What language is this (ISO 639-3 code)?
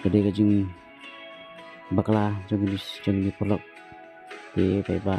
kha